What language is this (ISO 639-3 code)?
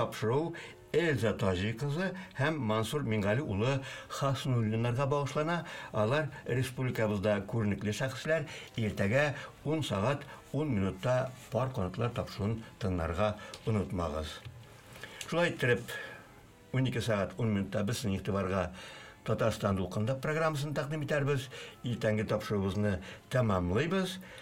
tat